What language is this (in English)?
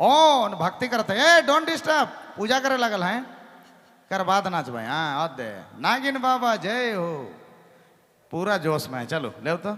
Sadri